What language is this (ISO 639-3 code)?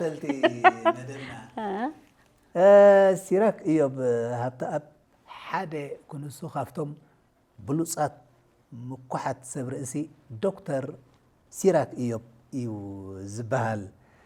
tir